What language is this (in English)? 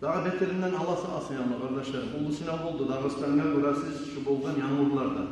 Kumyk